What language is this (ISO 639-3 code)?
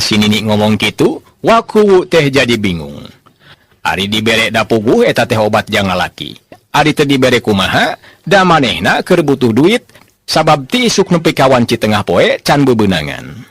sun